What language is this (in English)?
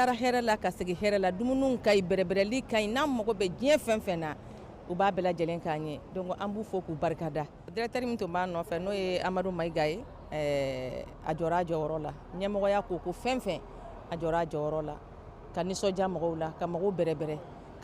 Bambara